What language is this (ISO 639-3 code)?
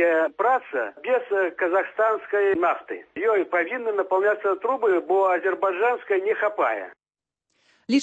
bel